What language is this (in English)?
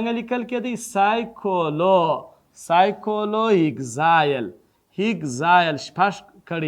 Pashto